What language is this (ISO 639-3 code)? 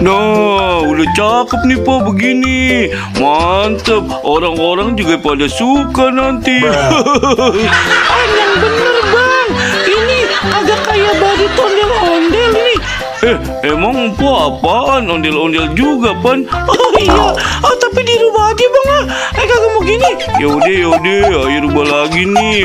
bew